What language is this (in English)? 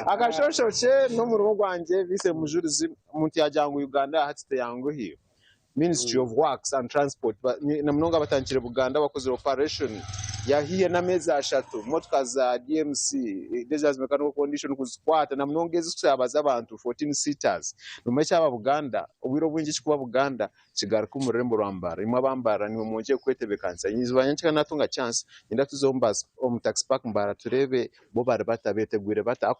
Nyankole